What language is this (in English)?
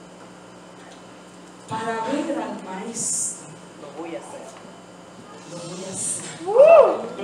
Spanish